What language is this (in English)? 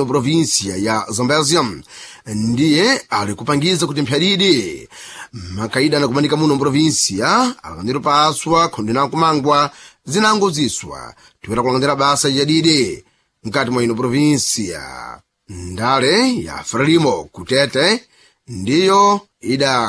Sena